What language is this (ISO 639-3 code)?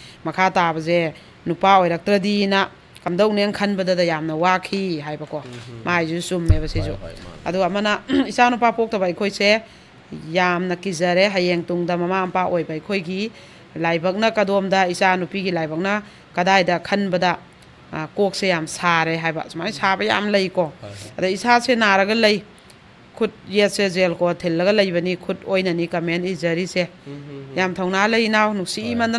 mni